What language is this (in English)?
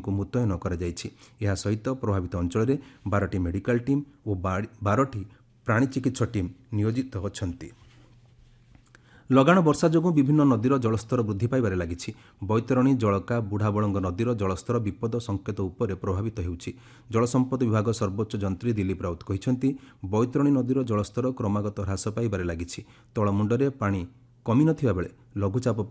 Odia